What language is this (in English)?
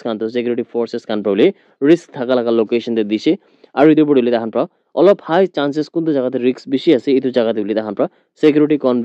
Naga Pidgin